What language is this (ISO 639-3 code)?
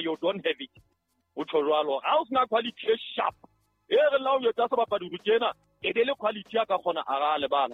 sot